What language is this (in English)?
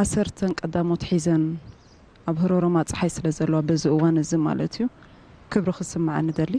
Tigrinya